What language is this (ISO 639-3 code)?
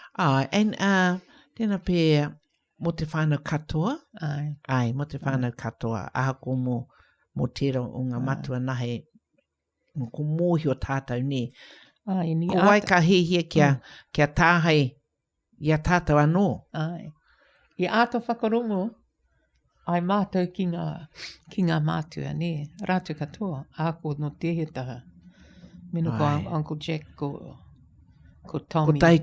mri